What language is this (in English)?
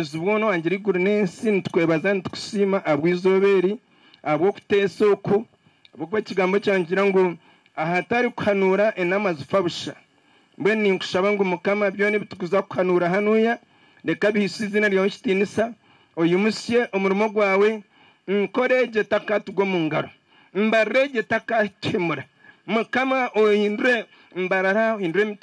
Nyankole